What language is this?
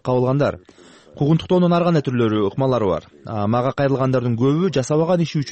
Kyrgyz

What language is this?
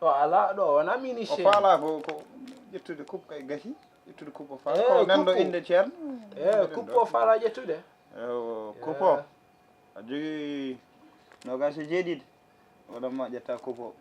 Fula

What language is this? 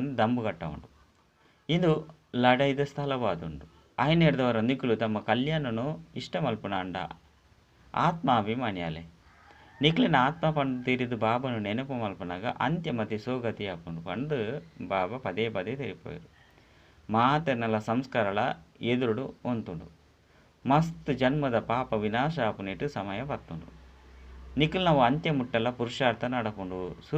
Tulu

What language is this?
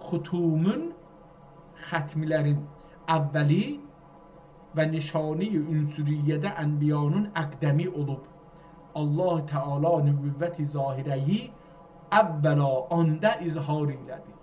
South Azerbaijani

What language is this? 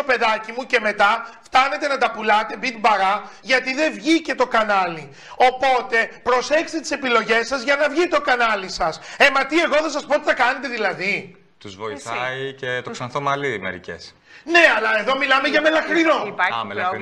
Greek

